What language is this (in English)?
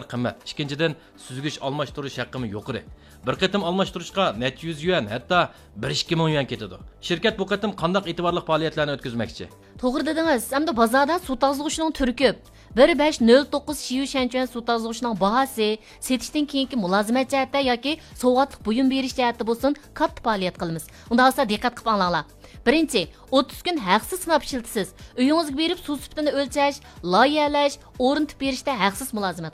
Uyghur